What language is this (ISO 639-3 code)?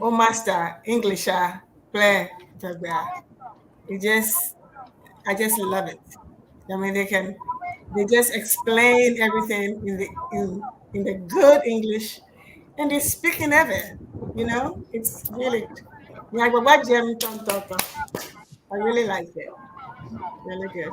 ewe